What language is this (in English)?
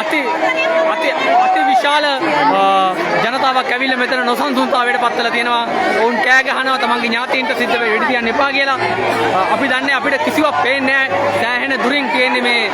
Sinhala